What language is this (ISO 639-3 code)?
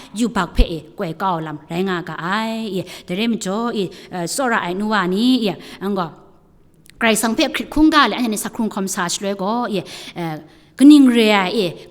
kac